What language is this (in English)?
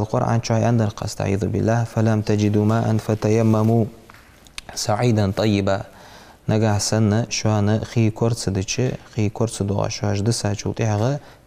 Ingush